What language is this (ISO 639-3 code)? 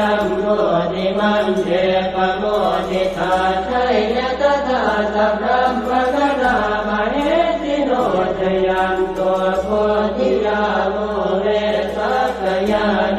pli